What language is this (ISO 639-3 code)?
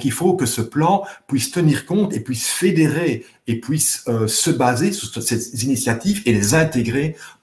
fra